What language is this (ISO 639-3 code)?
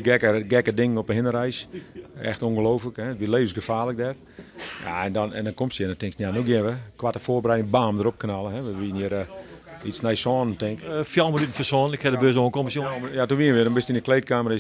fry